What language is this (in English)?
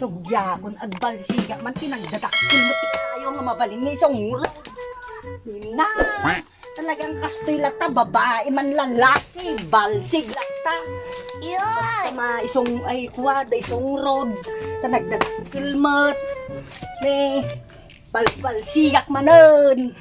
Iloko